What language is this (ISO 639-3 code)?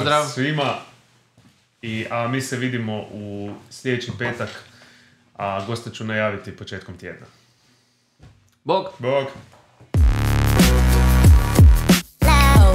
hrv